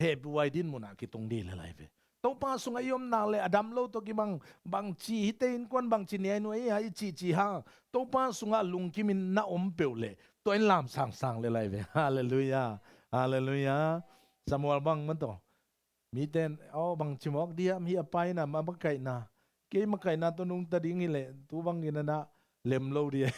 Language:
Tedim Chin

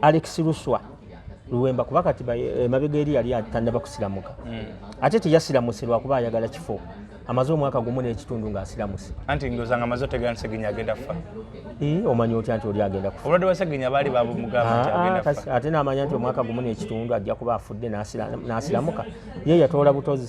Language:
Ganda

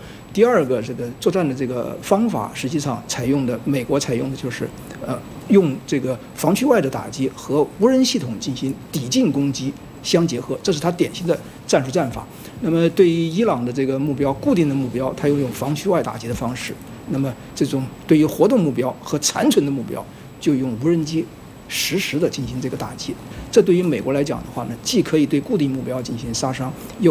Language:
Chinese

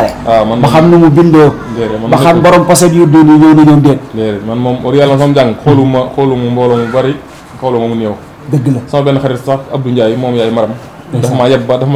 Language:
Wolof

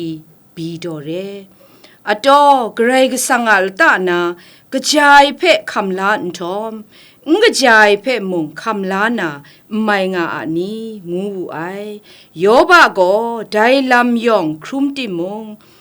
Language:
Kachin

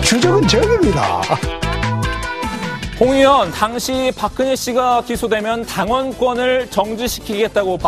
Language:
Korean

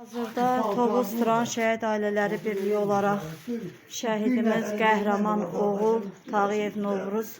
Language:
Azerbaijani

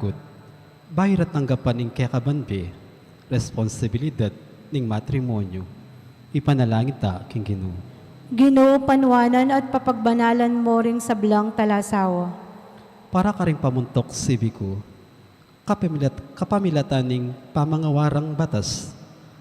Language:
Pampanga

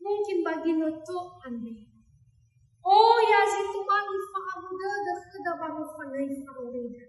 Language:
Nias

